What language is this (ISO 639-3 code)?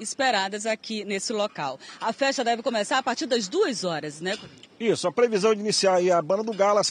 por